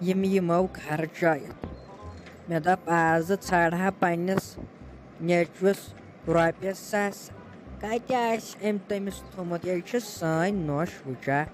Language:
Kashmiri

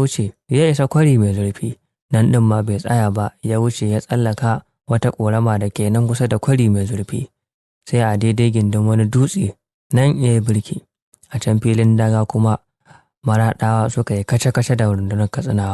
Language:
Hausa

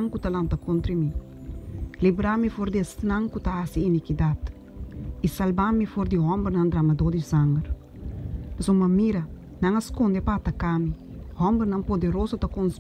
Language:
Papiamento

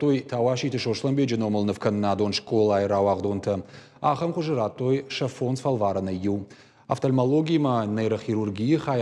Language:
Ossetic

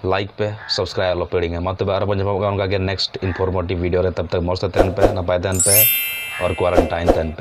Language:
Santali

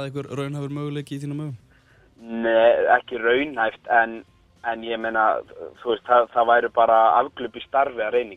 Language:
Icelandic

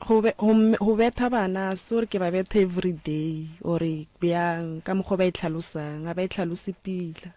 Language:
Northern Sotho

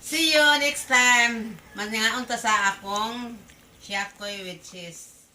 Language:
Cebuano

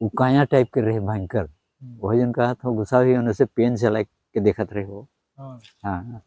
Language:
Sadri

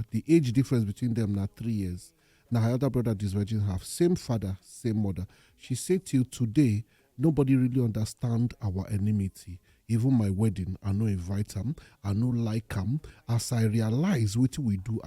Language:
Nigerian Pidgin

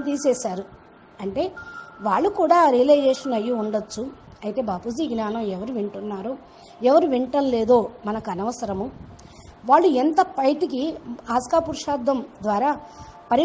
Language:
Telugu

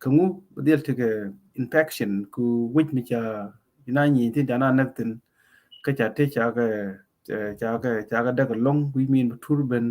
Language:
Nuer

